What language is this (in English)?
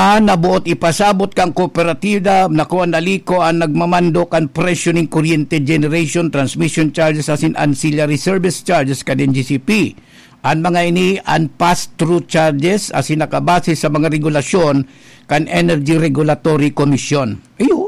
Bikol